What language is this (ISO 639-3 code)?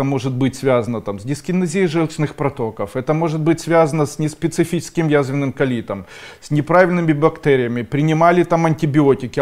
rus